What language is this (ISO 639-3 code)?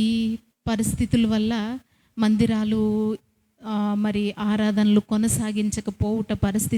kff